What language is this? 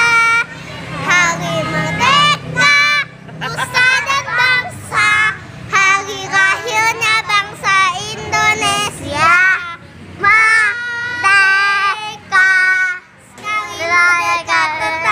Indonesian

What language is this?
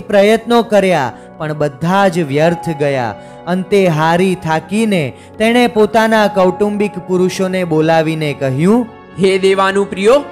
Gujarati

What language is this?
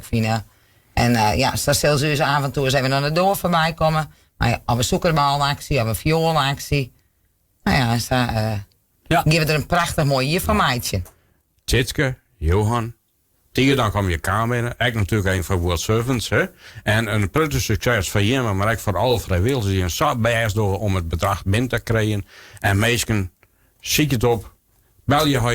Western Frisian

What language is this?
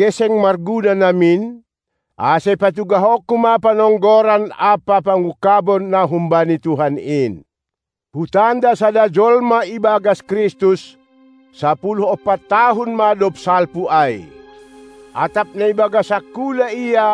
Batak Simalungun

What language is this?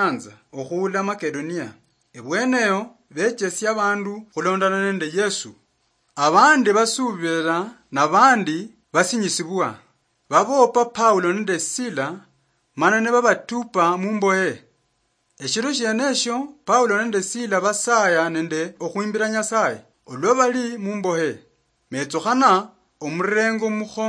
Luyia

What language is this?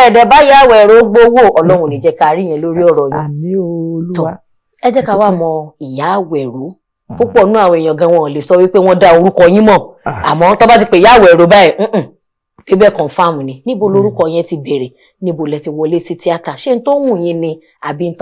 Yoruba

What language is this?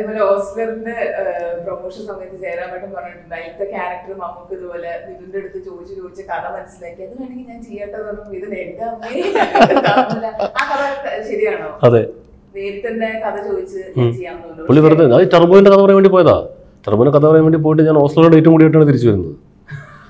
Malayalam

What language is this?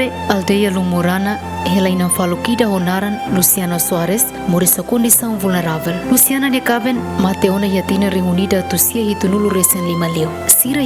Tetum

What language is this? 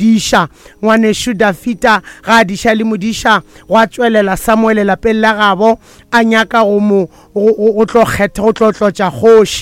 Northern Sotho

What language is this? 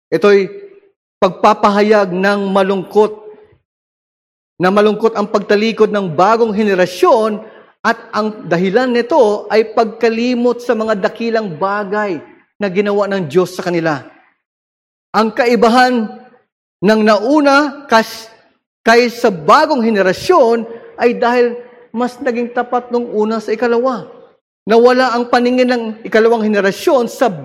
Filipino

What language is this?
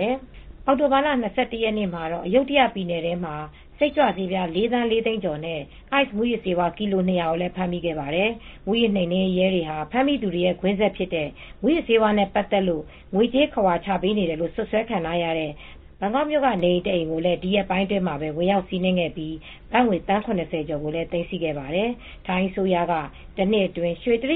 Burmese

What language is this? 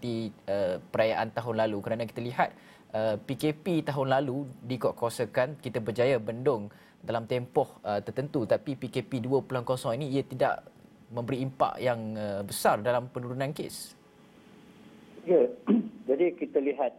Malay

